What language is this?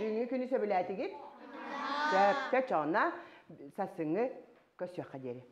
Yakut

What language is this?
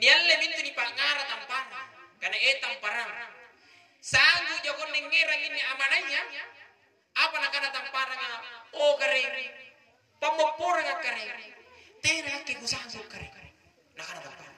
Makasar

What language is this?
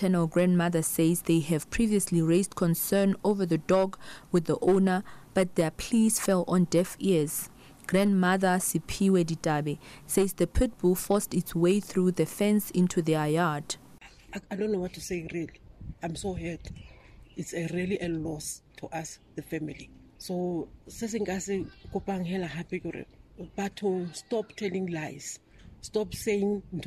English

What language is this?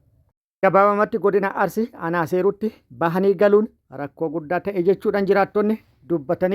Oromo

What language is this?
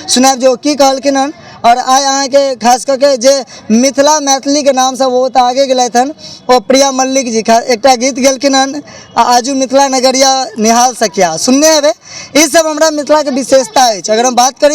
Maithili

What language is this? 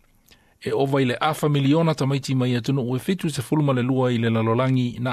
Samoan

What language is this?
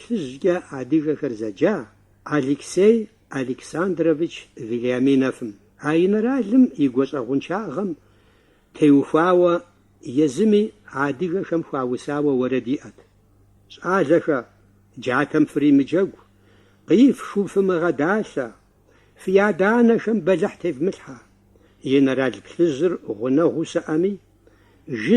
Kabardian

